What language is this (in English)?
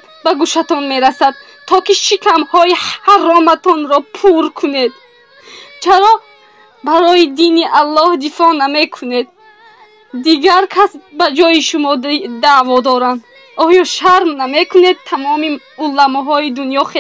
Persian